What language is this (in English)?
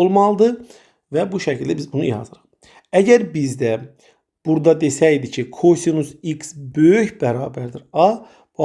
Azerbaijani